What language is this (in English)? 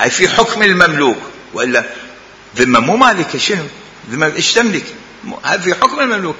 Mesopotamian Arabic